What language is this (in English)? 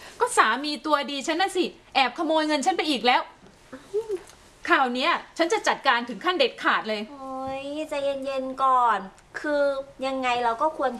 Thai